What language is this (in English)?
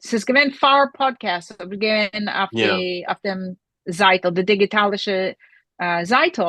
Yiddish